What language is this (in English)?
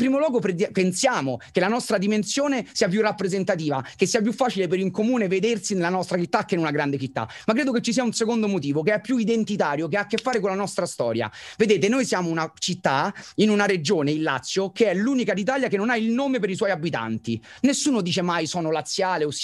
Italian